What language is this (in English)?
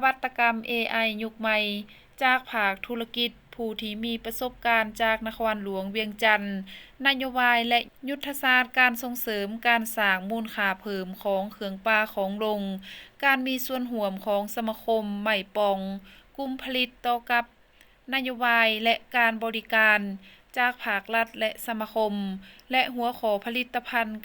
Lao